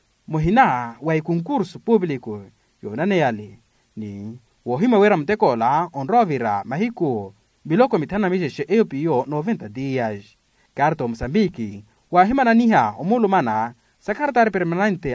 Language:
Makhuwa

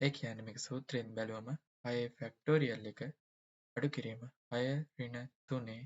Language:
Sinhala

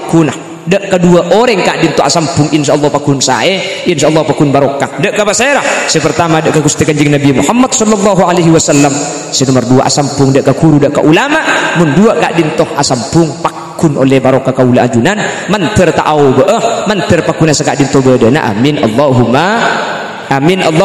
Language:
Madurese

